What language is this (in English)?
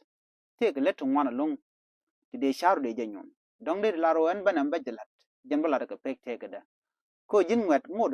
Nuer